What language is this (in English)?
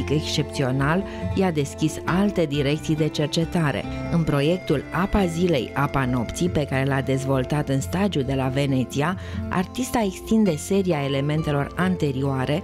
Romanian